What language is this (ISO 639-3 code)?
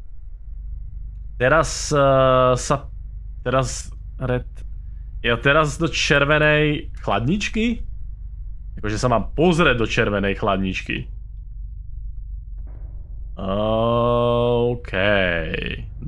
slk